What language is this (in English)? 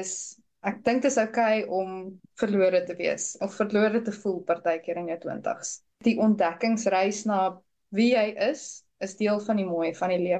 Afrikaans